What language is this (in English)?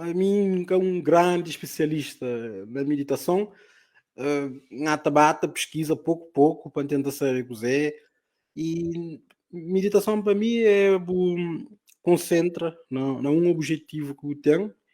Kabuverdianu